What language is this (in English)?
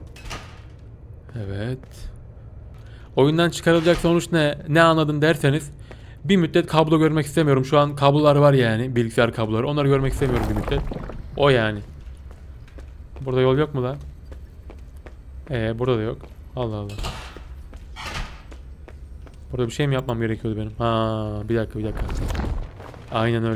Turkish